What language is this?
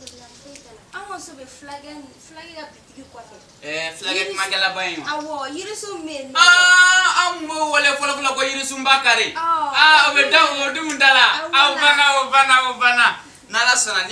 Bambara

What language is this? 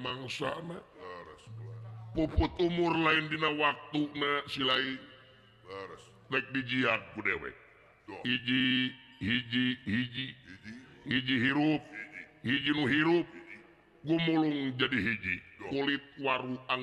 Sundanese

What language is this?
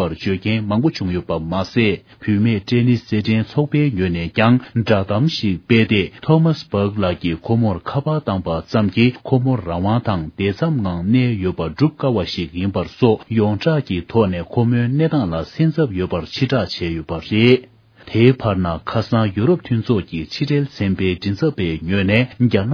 Tibetan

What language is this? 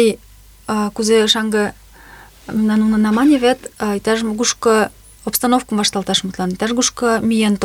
Mari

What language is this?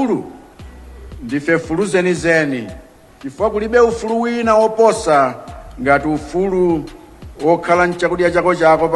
Nyanja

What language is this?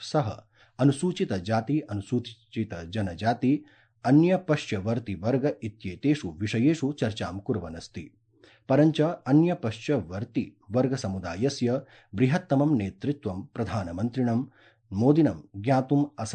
Sanskrit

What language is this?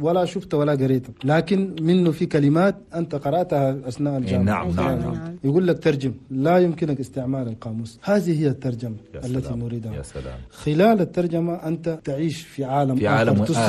Chadian Arabic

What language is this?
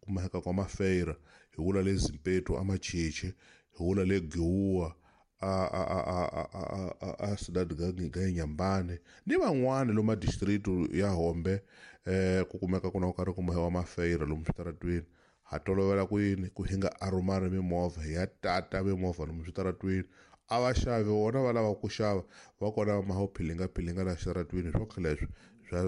Tsonga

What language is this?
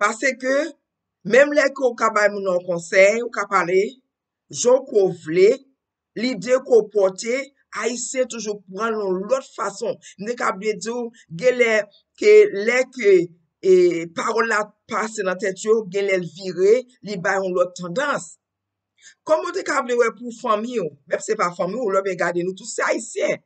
Haitian Creole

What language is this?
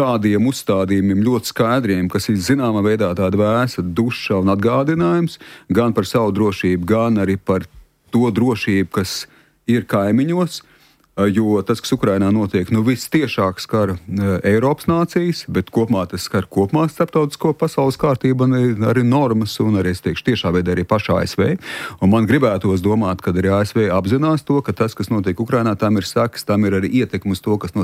Latvian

